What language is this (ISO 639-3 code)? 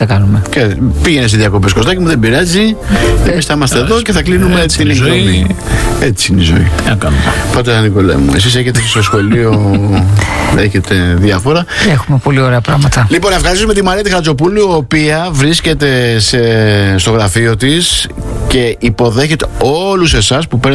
ell